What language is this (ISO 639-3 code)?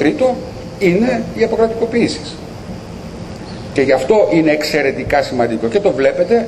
ell